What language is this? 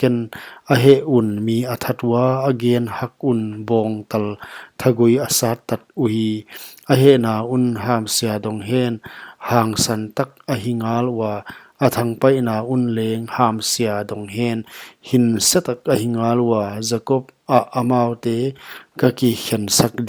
Paite Chin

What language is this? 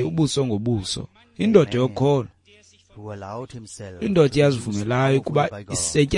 Xhosa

